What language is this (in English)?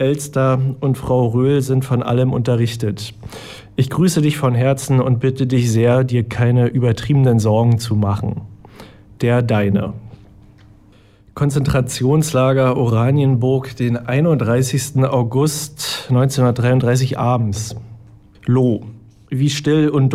German